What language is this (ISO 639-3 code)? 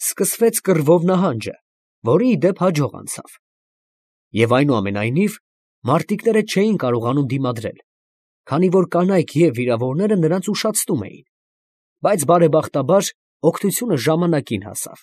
hye